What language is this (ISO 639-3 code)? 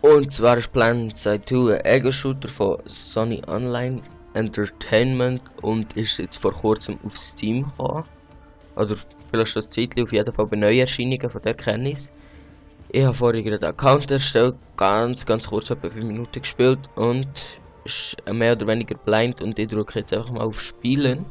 gsw